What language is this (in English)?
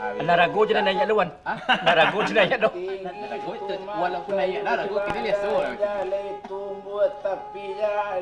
Minangkabau